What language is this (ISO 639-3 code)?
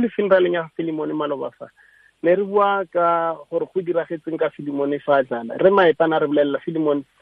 tsn